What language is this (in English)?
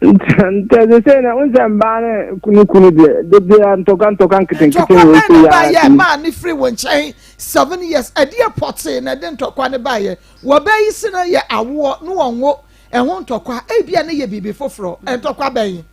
Akan